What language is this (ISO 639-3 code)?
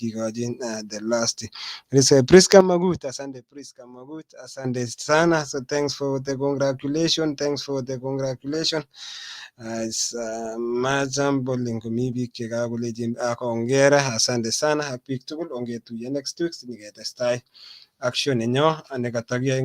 kln